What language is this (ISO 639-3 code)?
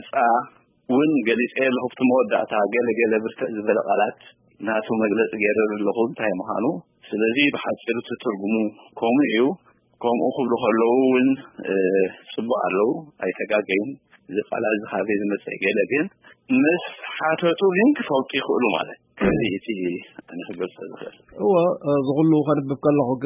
tir